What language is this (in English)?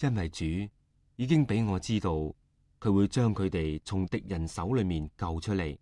Cantonese